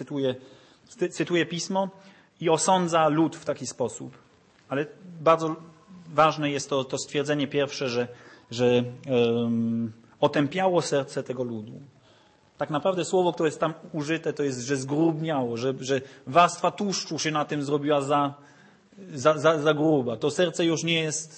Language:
Polish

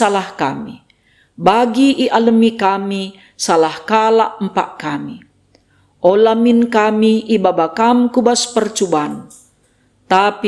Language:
Batak Karo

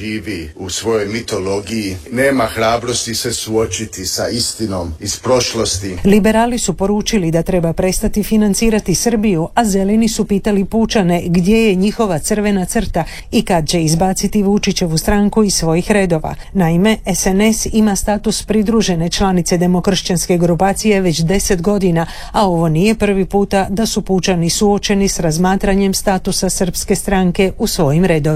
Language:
Croatian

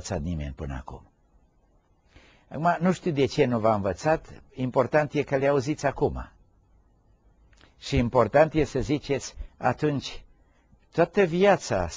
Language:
Romanian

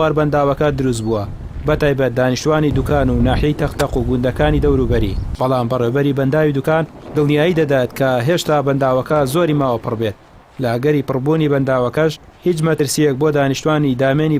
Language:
Central Kurdish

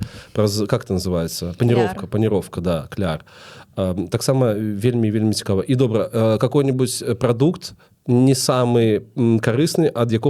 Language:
Belarusian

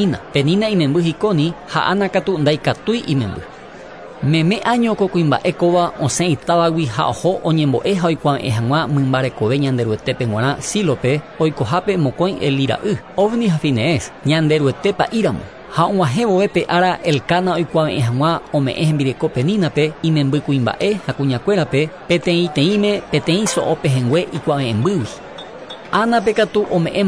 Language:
Guarani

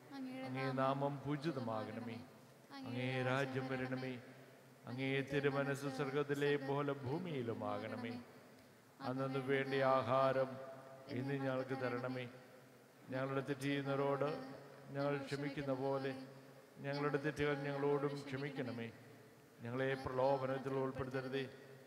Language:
Malayalam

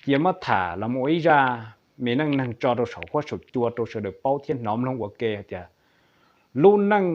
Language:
Hmong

